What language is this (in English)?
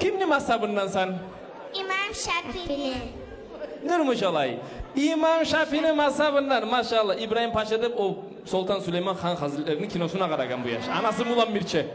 Kumyk